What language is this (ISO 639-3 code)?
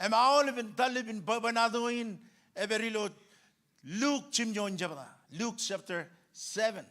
mah